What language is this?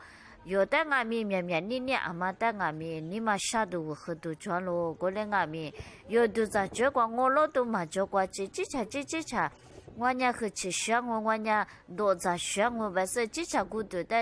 Lisu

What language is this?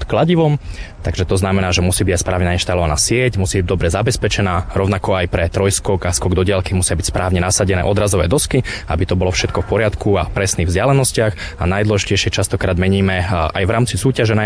Slovak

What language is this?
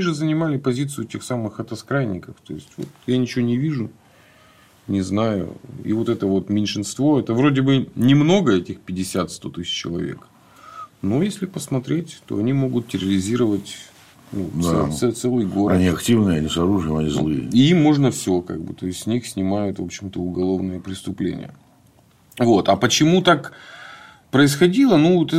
Russian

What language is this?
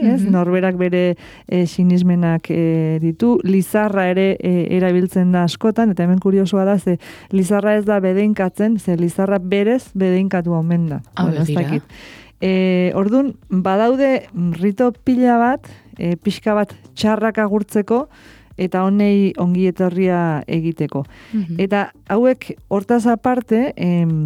Basque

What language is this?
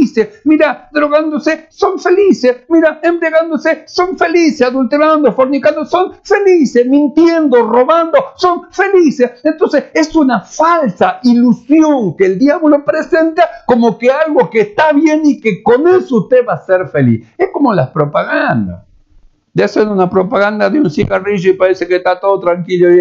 Spanish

